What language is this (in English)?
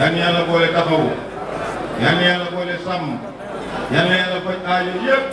Wolof